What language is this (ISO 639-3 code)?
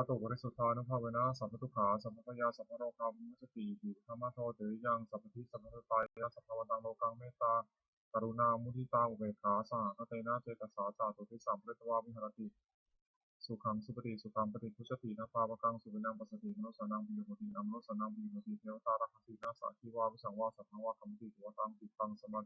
pli